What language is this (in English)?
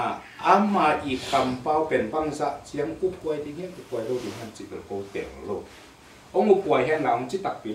Tedim Chin